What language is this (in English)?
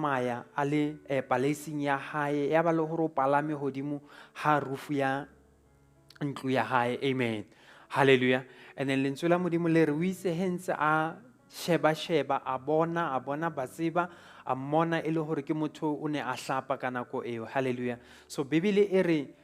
Southern Sotho